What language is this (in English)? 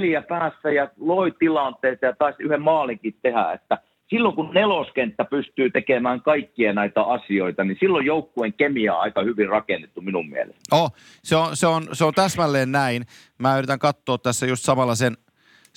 Finnish